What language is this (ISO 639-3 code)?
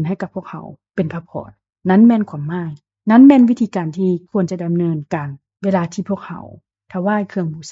lao